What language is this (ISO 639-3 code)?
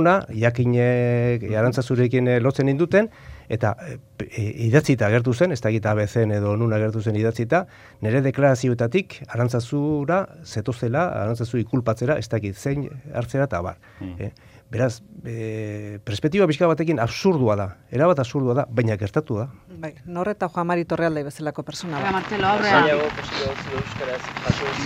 eus